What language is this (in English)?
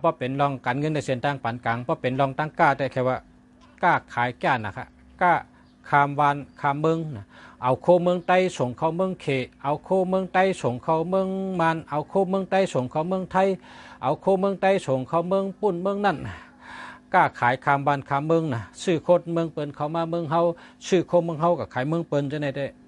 Shan